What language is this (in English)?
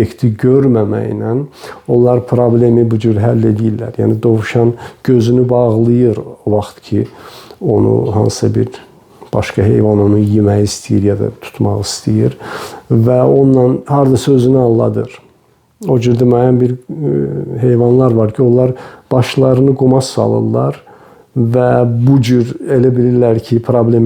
Azerbaijani